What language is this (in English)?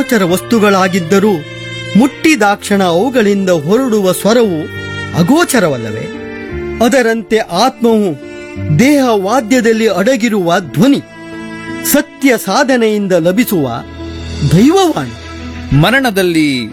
Kannada